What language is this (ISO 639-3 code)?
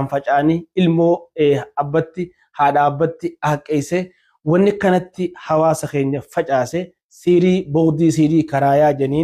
orm